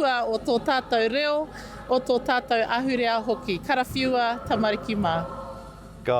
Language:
Māori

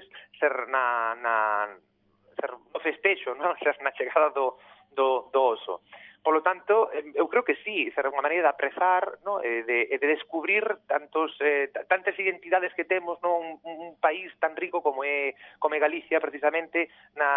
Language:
Galician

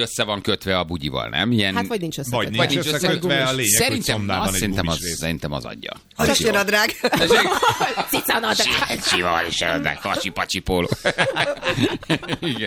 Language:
Hungarian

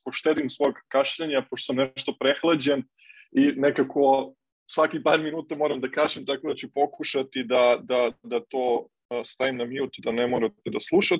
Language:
Serbian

